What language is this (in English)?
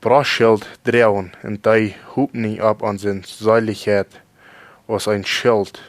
Plautdietsch